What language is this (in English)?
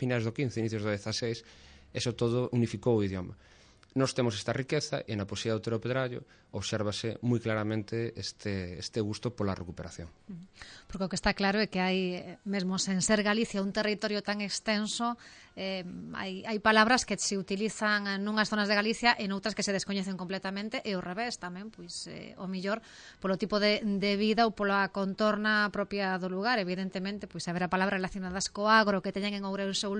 Galician